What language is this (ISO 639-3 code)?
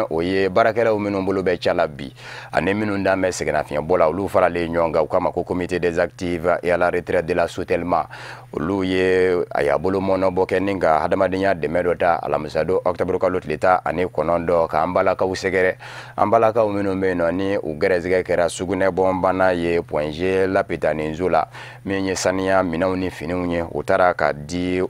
bam